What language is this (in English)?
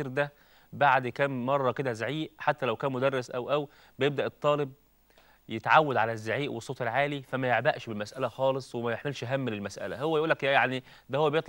Egyptian Arabic